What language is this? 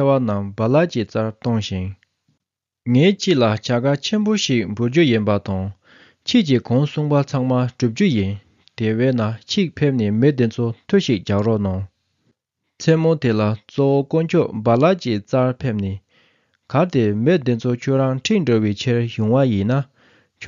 Tibetan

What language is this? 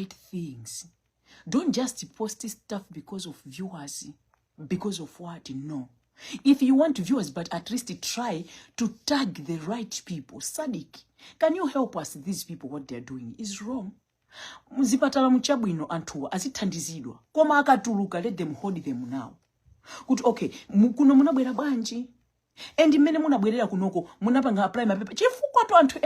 Nyanja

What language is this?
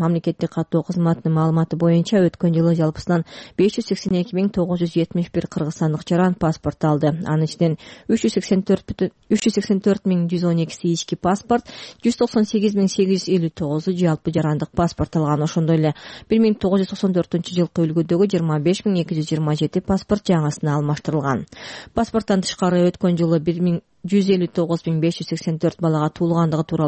Kyrgyz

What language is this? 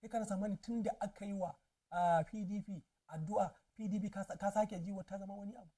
Hausa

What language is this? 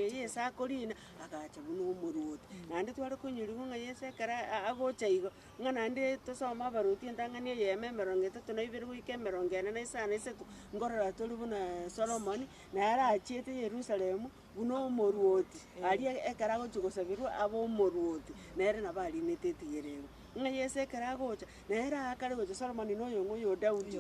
Gusii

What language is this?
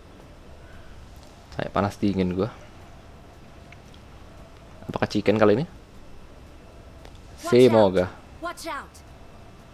Indonesian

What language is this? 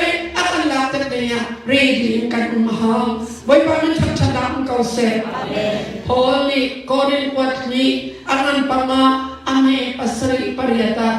Hakha Chin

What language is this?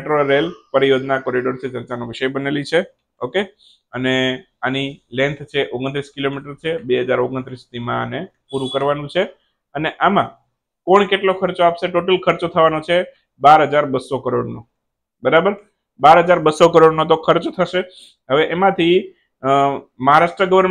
Gujarati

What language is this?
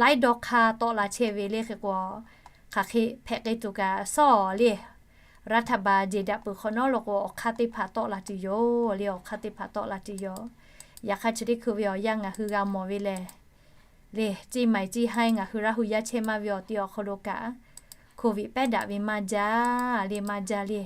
Lahu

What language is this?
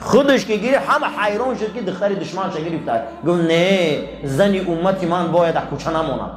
Tajik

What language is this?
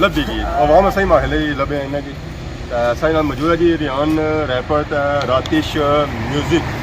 Pahari-Potwari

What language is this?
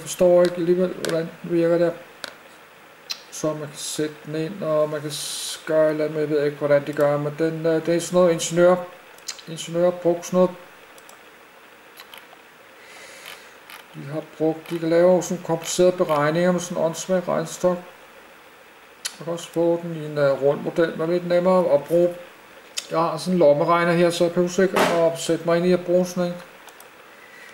Danish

